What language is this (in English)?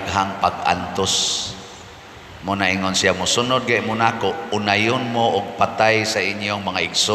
Cebuano